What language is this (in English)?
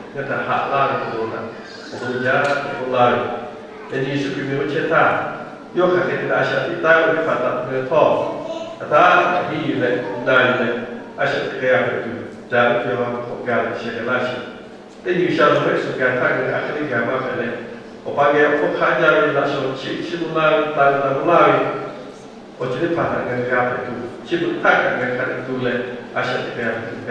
Lahu